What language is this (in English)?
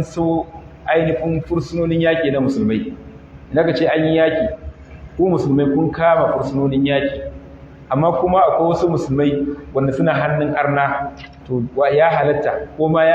Hausa